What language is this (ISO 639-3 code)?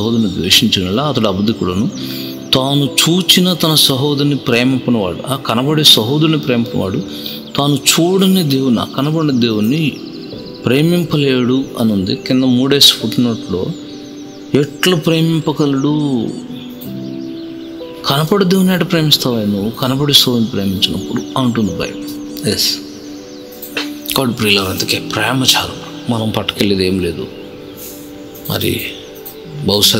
tel